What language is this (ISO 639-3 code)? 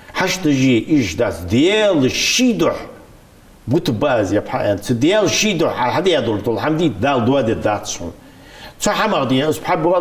inh